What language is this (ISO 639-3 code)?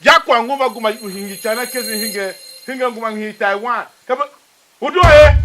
tiv